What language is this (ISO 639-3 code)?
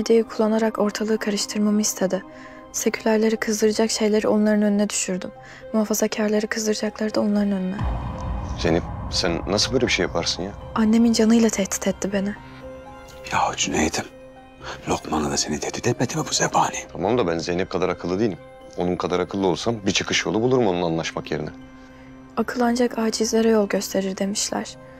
tur